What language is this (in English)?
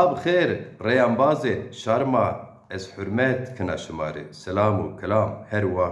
Zaza